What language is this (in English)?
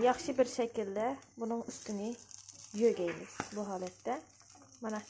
Uyghur